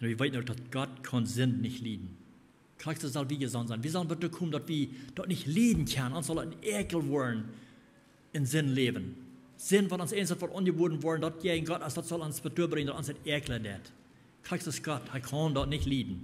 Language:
Plautdietsch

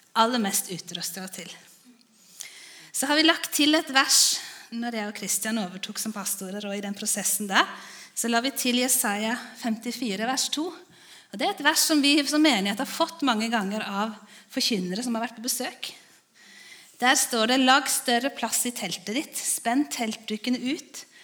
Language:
Norwegian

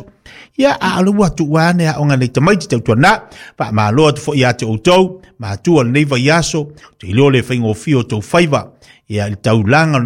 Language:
Samoan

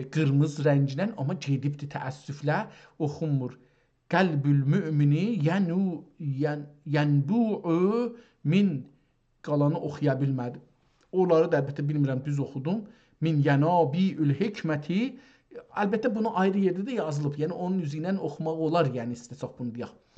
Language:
South Azerbaijani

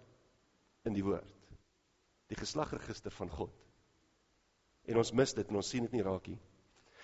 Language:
Afrikaans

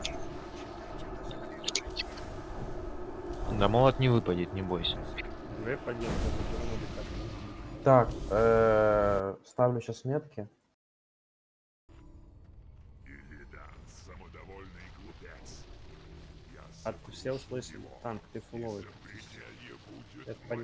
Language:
Russian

